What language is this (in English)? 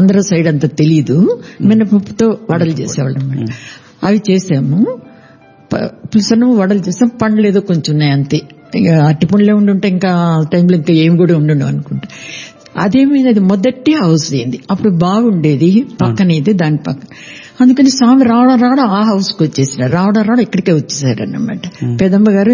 Telugu